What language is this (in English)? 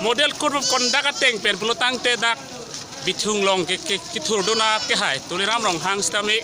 Karbi